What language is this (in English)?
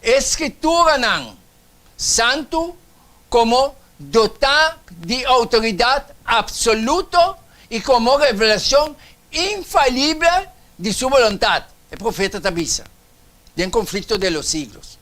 Papiamento